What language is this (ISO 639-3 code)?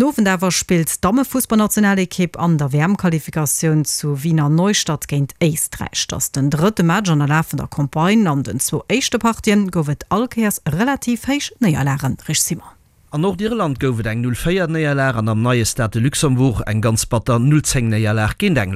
ltz